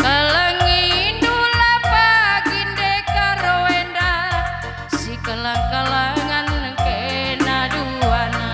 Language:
Batak Karo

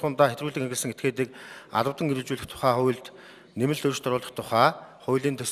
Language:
Mongolian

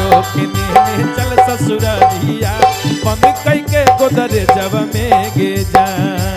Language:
Magahi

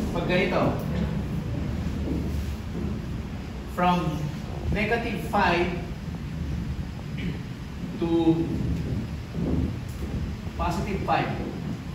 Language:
Filipino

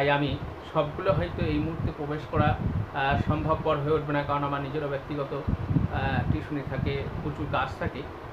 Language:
Bangla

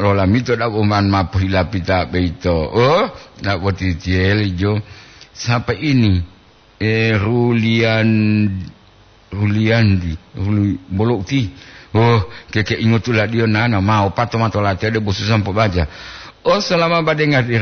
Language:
Gorontalo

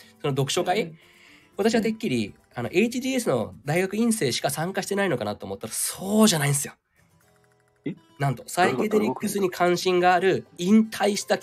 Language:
Japanese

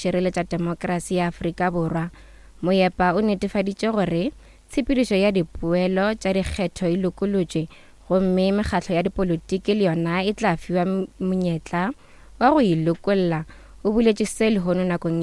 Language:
Northern Sotho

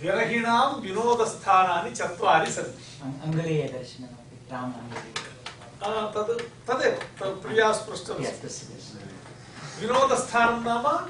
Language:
Sanskrit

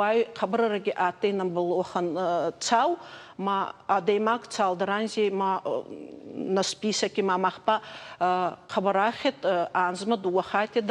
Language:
Ossetic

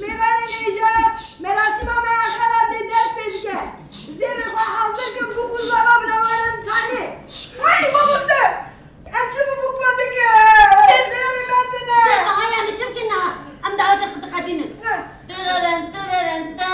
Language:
Kurdish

